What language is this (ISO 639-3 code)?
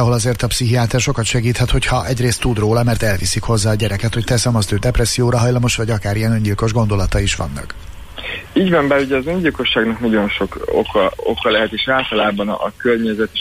hun